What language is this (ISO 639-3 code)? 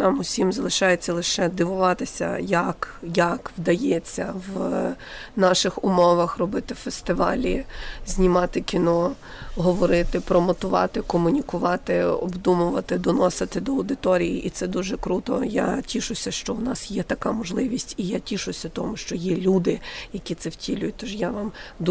ukr